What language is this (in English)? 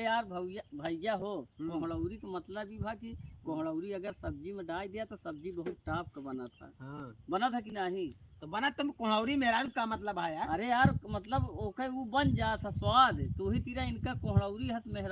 Awadhi